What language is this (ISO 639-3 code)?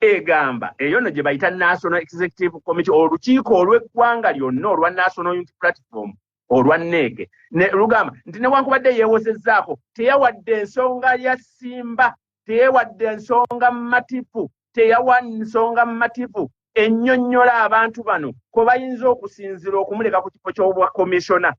lug